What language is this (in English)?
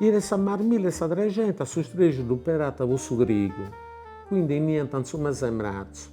Sardinian